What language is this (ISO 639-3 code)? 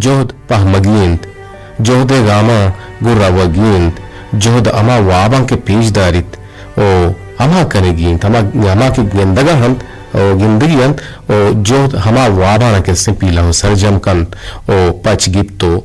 bgp